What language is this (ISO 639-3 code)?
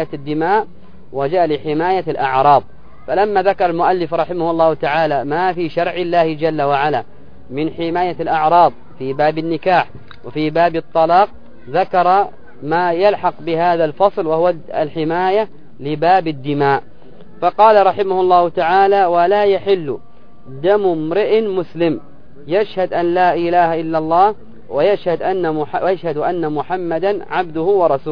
ara